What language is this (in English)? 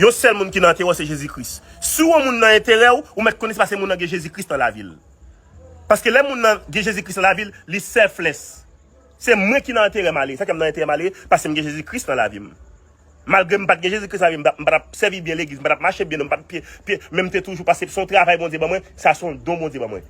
Haitian Creole